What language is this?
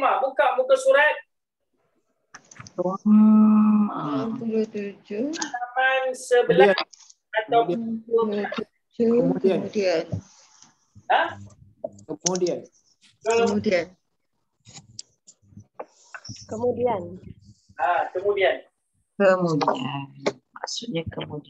Malay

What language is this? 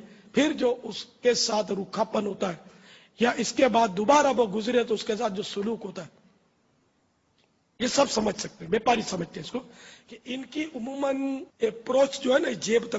Urdu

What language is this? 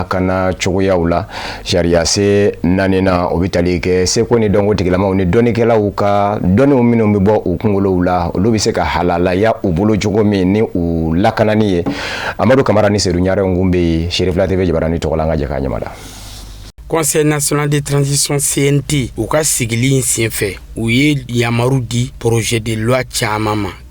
Bambara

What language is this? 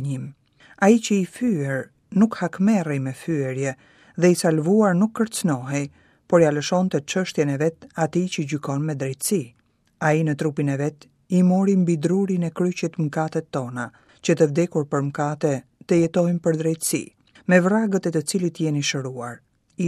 Albanian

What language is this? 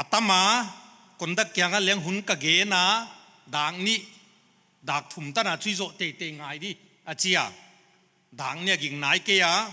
Paite Chin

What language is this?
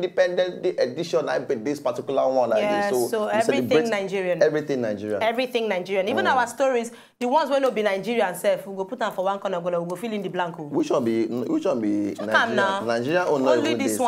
Nigerian Pidgin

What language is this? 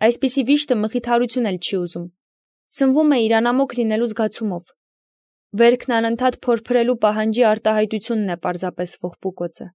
Armenian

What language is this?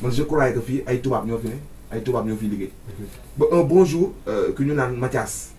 Wolof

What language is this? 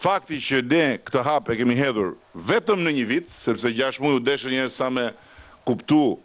Albanian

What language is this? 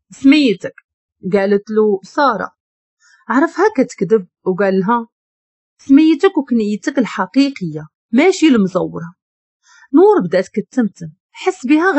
Moroccan Arabic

